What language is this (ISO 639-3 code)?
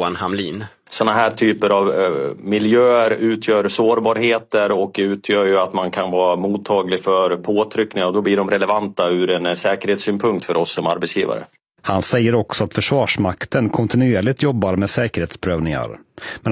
swe